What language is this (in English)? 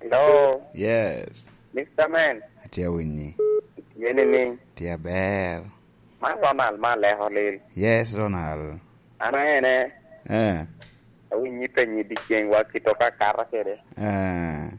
Lango (Uganda)